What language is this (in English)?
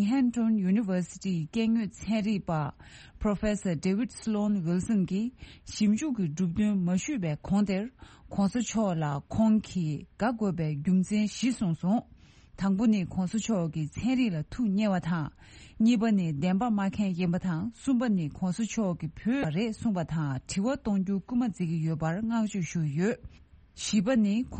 Tibetan